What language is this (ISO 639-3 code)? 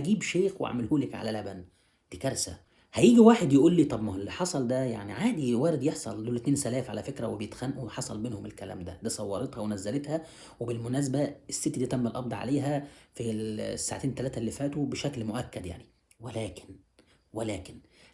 arz